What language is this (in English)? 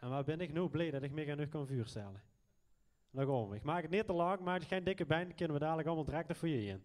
Limburgish